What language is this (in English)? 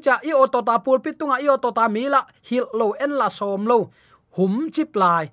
Tedim Chin